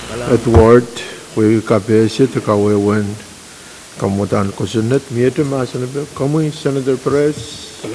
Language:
Pohnpeian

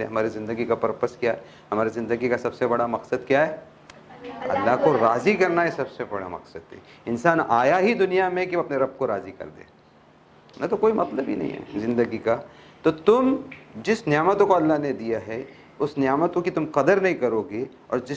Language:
Urdu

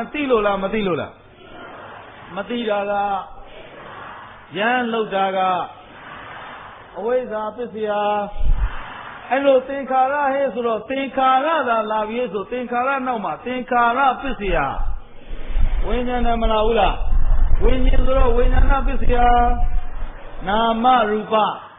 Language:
Burmese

